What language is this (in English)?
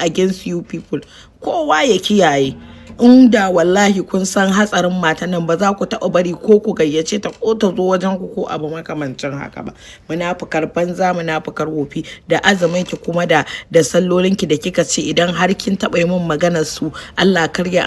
Hausa